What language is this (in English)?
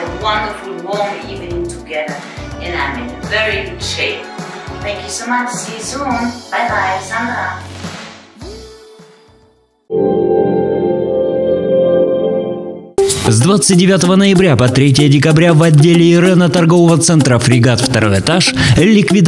Russian